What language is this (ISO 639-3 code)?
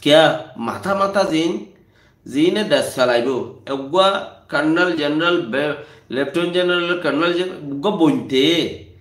rhg